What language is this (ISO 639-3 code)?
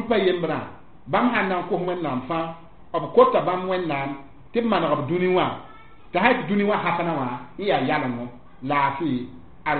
mos